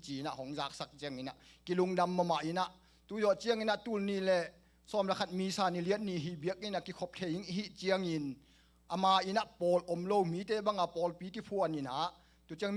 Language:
Tedim Chin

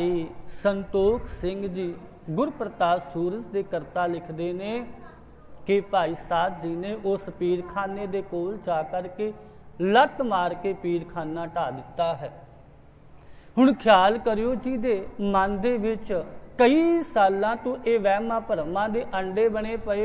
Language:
Punjabi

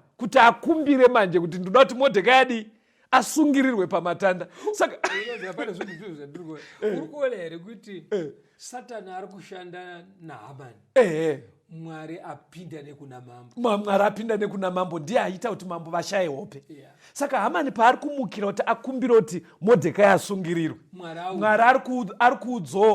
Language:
Shona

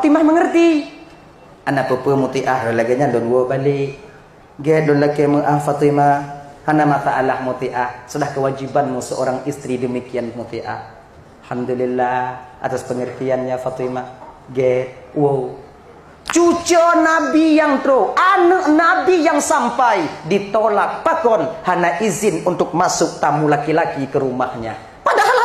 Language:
Achinese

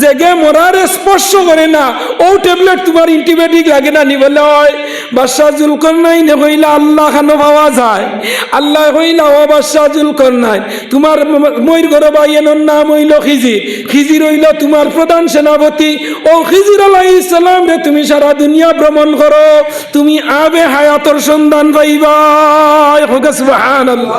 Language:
Sylheti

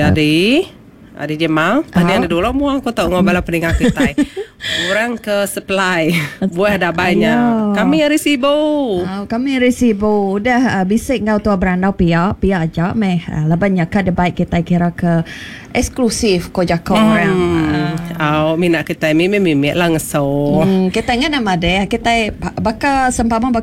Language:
Iban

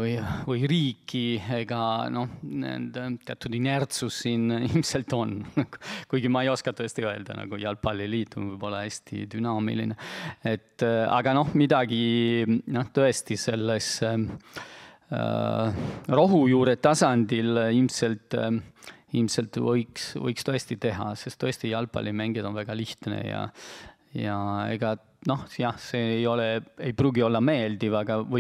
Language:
Estonian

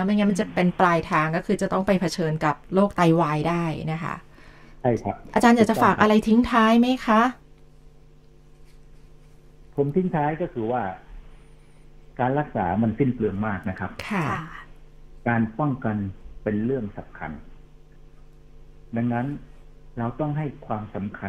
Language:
Thai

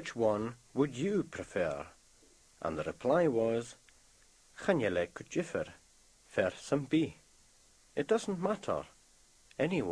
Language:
Scottish Gaelic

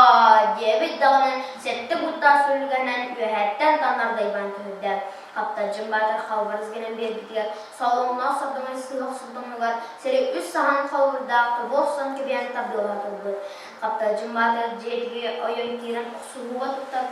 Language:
Yakut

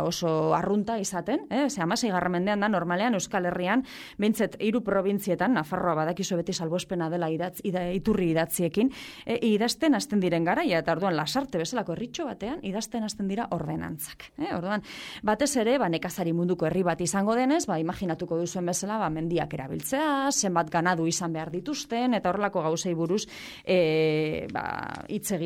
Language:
Basque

